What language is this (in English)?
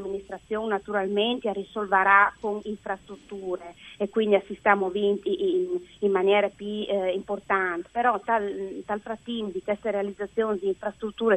Friulian